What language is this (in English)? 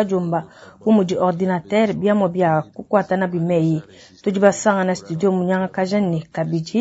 Luba-Lulua